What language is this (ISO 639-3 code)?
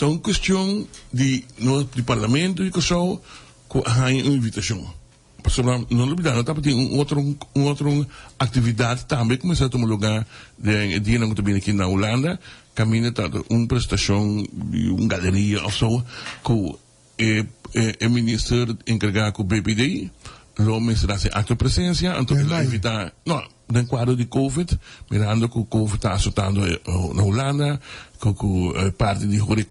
pap